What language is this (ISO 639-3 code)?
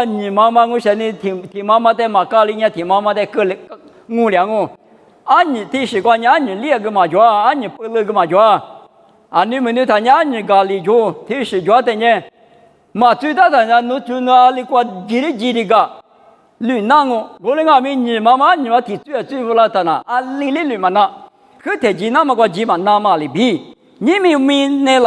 lis